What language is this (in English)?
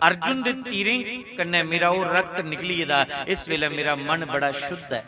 Dogri